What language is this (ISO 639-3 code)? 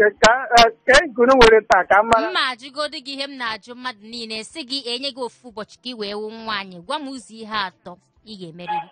ibo